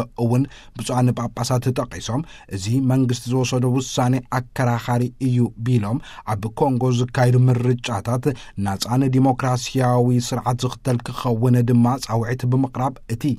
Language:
Tigrinya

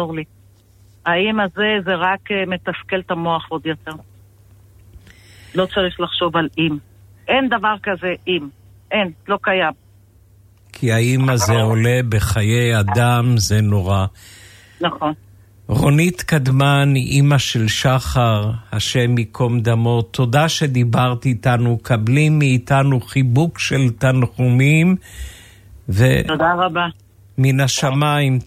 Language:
Hebrew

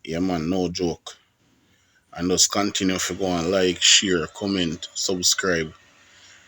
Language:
Jamaican Creole English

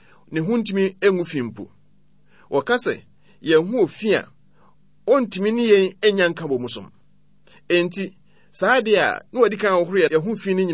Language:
Akan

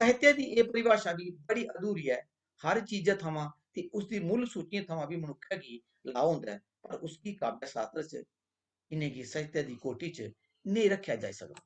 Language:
Dogri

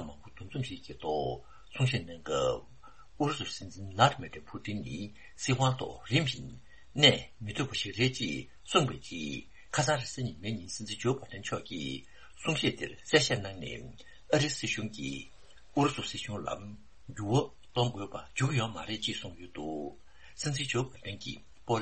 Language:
Tibetan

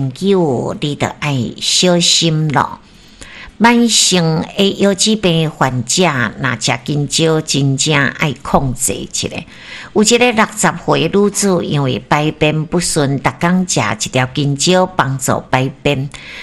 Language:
Min Nan Chinese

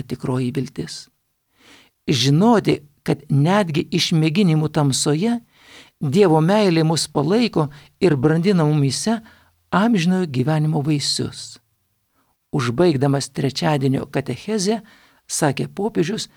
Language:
Lithuanian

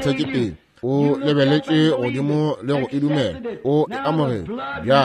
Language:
Northern Sotho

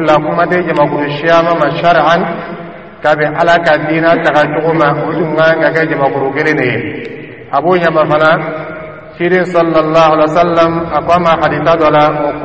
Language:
Dyula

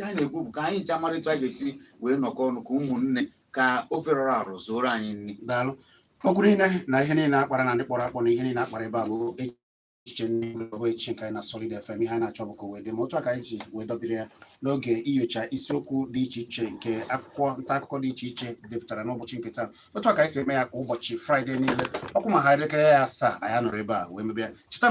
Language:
Igbo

